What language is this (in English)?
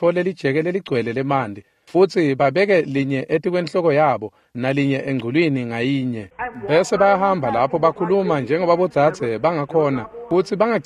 Swati